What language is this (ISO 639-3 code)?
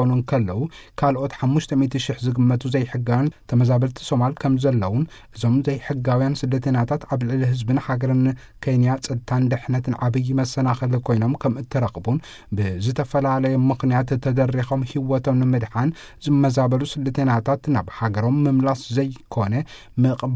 tir